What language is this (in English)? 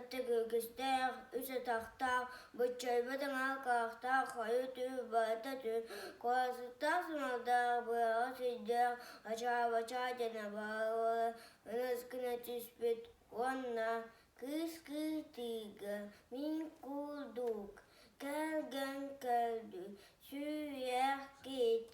Yakut